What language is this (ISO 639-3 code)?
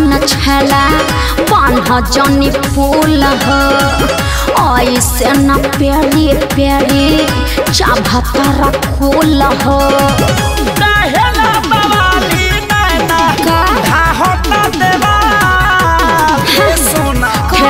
bho